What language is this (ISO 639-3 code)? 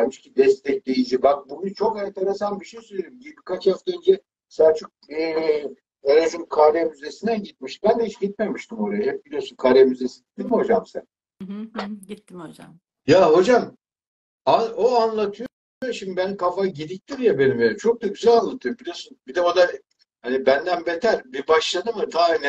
tur